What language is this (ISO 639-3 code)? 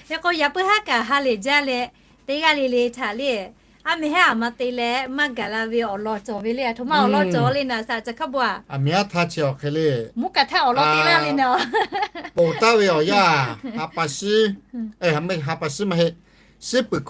lhu